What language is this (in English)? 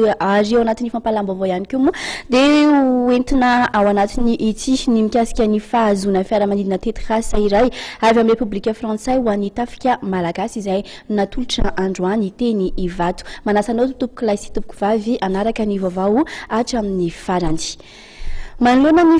Malagasy